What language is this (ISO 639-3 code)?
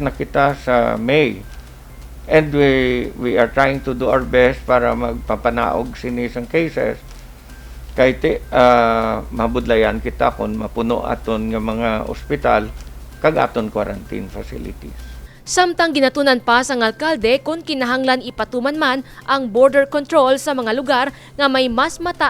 hil